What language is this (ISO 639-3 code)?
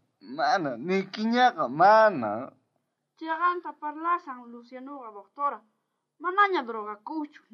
quh